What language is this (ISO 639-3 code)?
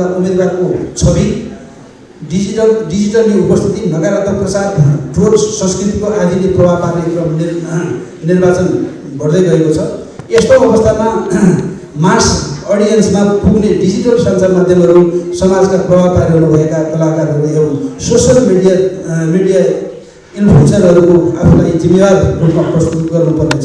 nep